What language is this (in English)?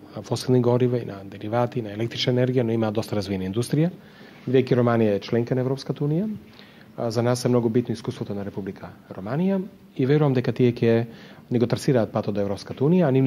Macedonian